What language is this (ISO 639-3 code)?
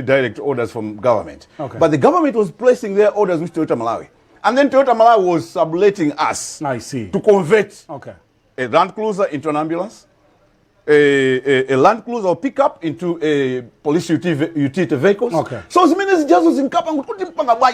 nya